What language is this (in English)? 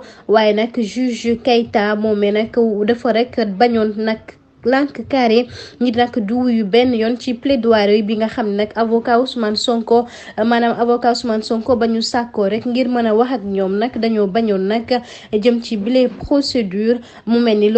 Wolof